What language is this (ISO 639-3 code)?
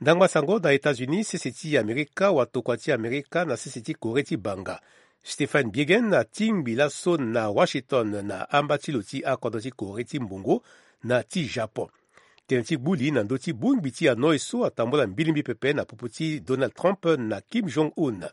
sag